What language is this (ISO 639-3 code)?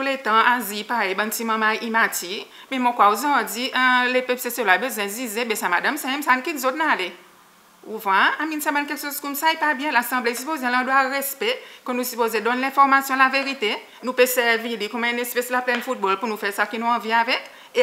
crs